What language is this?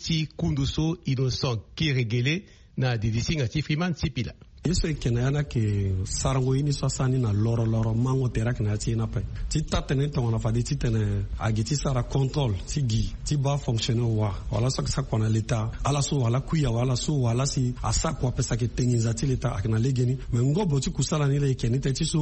Sango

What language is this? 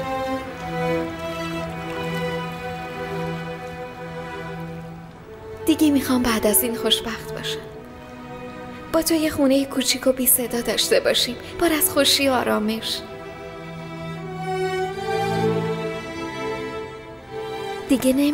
Persian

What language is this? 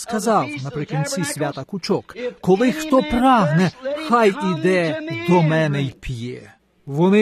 Ukrainian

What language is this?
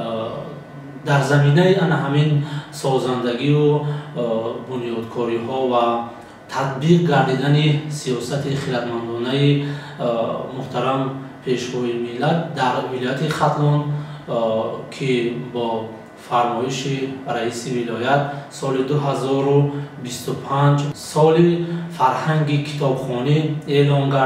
Tajik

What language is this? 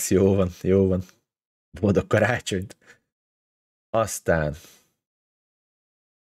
Hungarian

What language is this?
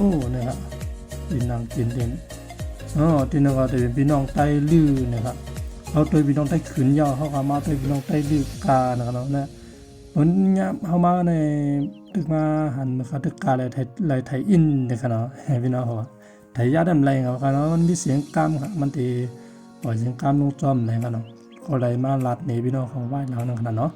Shan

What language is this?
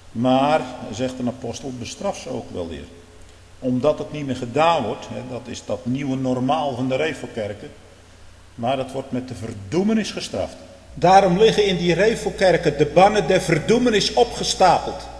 Dutch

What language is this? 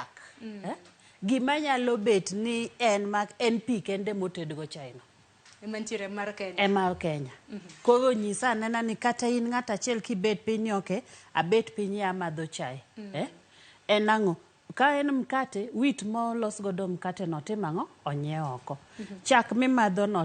Luo (Kenya and Tanzania)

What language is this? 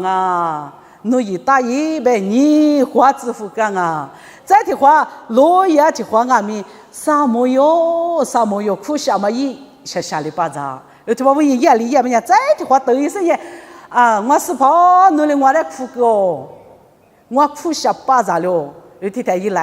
Lisu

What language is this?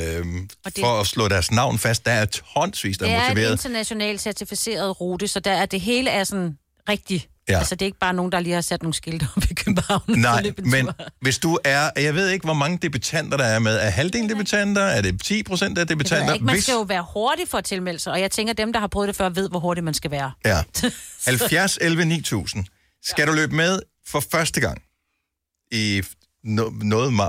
Danish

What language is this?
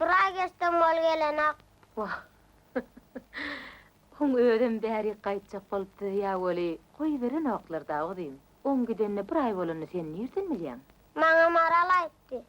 Turkmen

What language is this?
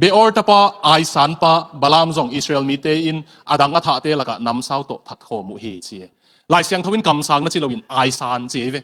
Tedim Chin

